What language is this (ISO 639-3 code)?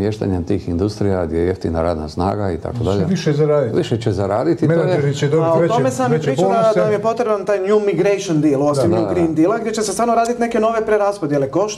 hrv